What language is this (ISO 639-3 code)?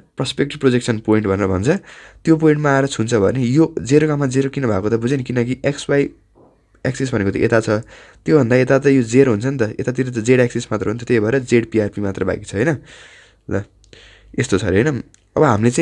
nep